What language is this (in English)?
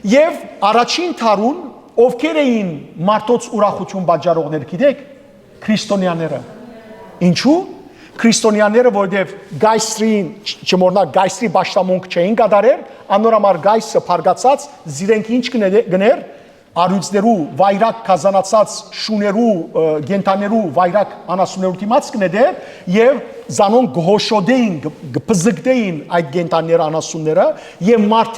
Western Armenian